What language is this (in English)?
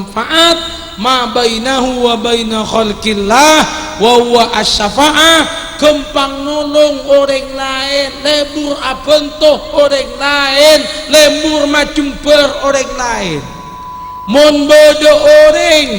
Madurese